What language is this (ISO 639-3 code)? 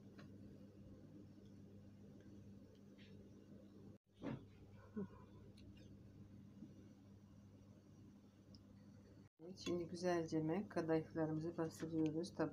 tur